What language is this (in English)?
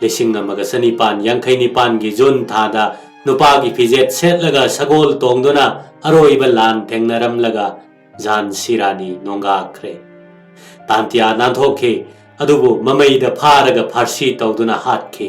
Manipuri